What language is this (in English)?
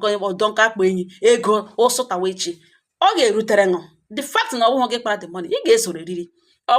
Igbo